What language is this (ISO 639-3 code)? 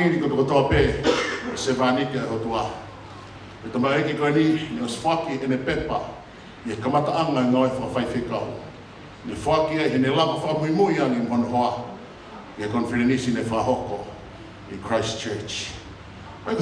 ton